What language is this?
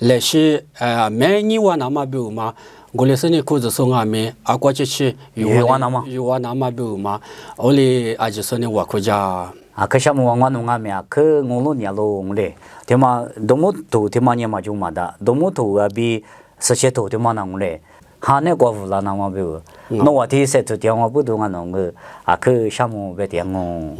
Lisu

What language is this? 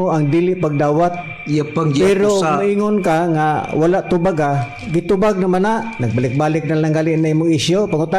Cebuano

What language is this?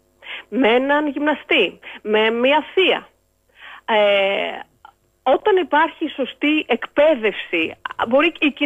Greek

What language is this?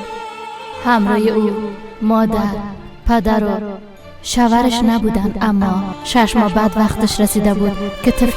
Persian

